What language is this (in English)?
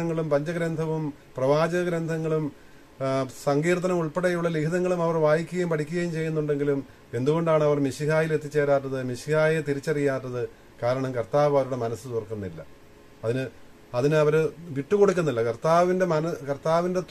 Malayalam